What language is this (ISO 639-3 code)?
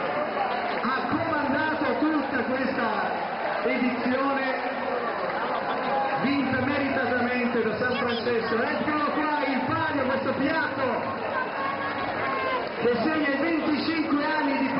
ita